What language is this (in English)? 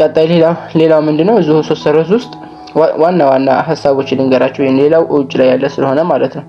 Amharic